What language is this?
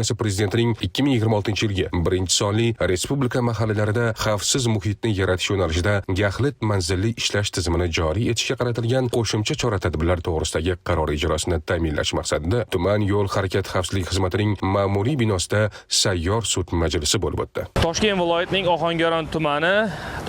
Uzbek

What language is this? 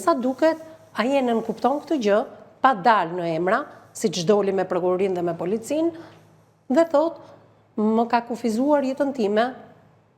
Albanian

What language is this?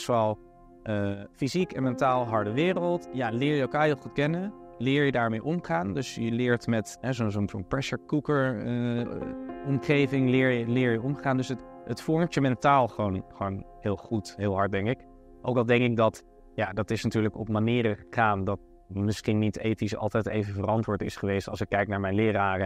Dutch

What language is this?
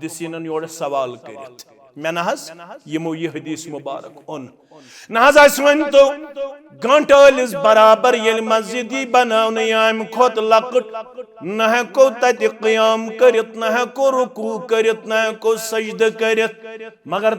Kashmiri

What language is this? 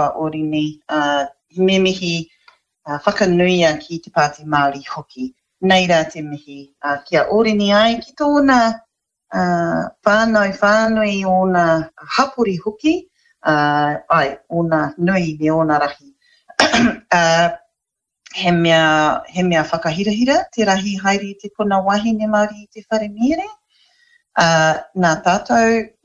Māori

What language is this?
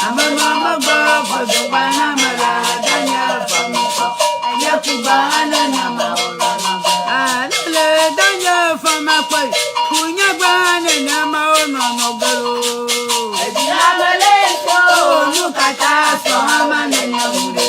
Ewe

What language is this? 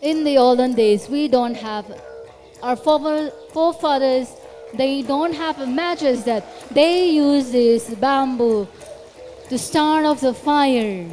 Tangkhul Naga (India)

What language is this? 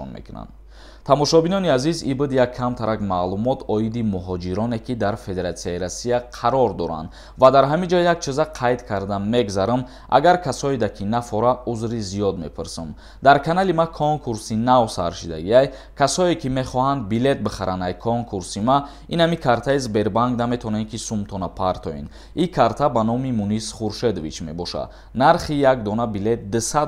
Tajik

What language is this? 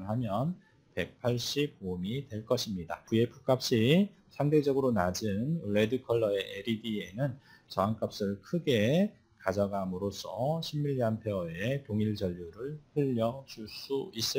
Korean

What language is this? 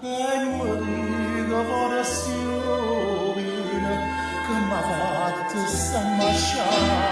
Neapolitan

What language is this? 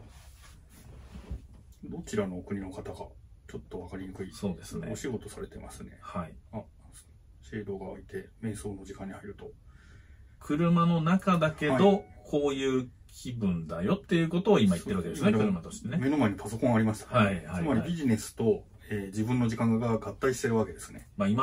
Japanese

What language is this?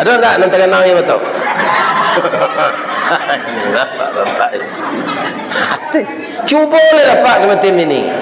Minangkabau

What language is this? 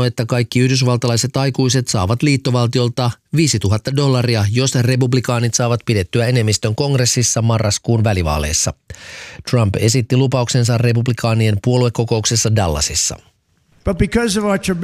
Finnish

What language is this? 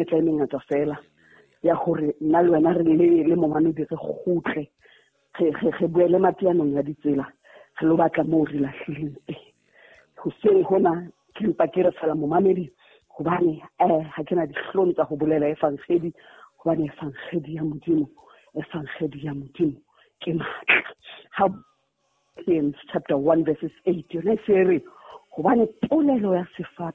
Southern Sotho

